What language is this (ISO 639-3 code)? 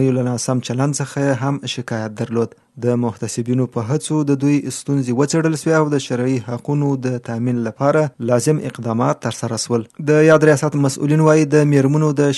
pus